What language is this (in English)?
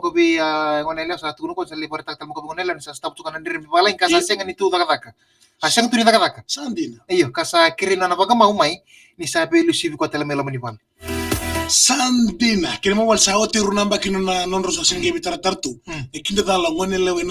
Fijian